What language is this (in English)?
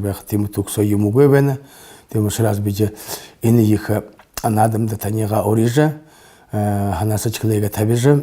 Buriat